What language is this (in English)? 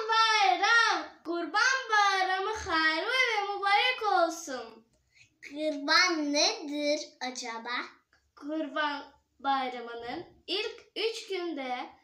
Crimean Tatar